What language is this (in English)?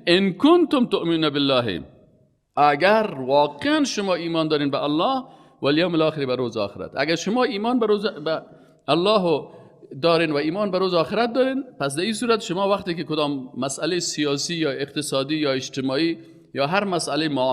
Persian